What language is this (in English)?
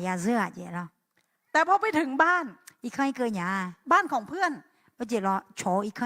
Akha